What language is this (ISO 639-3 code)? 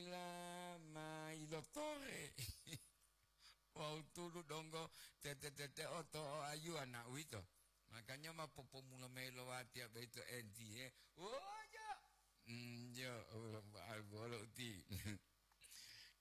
gor